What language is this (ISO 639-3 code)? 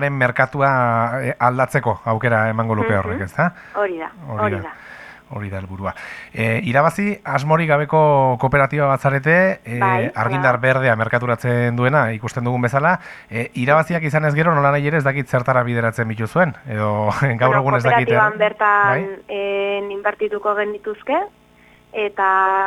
eus